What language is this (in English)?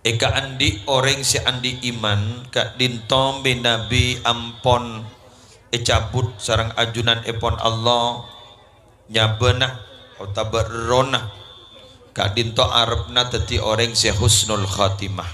Madurese